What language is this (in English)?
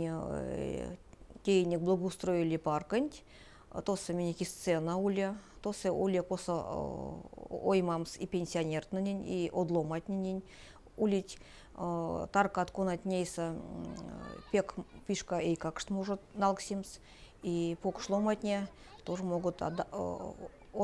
Erzya